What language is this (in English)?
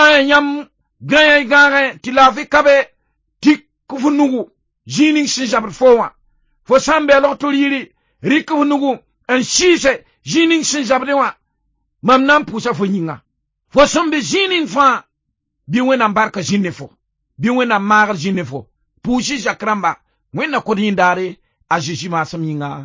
Mossi